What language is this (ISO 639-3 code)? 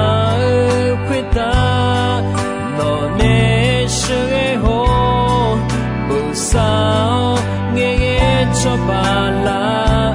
ahk